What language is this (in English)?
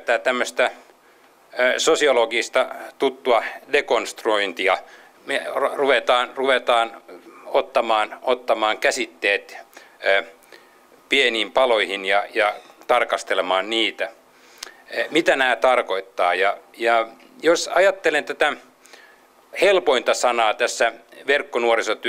Finnish